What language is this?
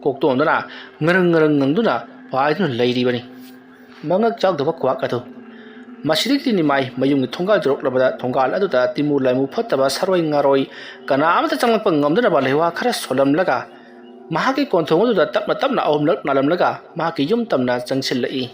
Manipuri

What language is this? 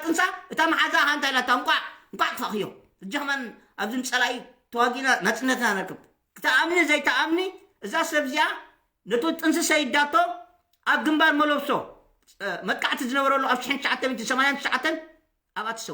Tigrinya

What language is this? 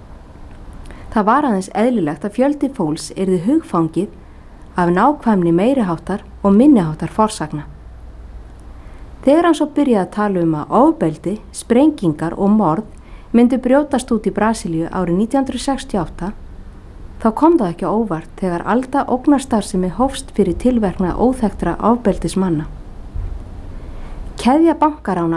Icelandic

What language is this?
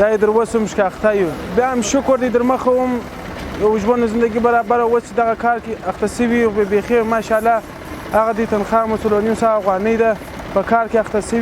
Pashto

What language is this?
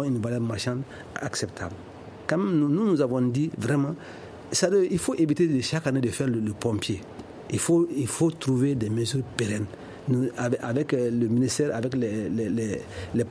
French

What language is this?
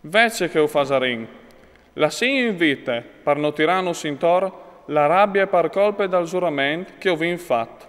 Friulian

